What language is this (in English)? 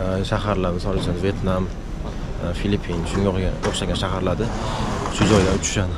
Uzbek